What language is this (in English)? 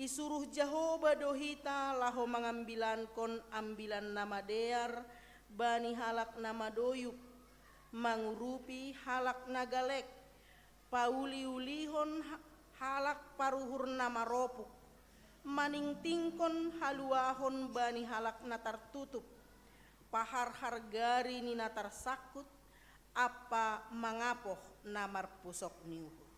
Batak Simalungun